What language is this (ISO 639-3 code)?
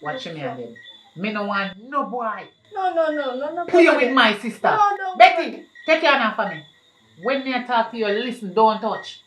jam